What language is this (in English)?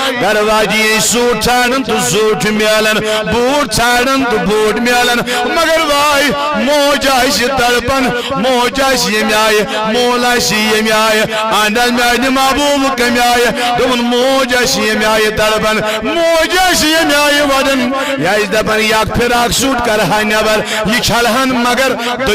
Kashmiri